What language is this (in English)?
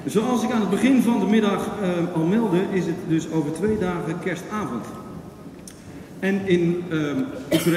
Dutch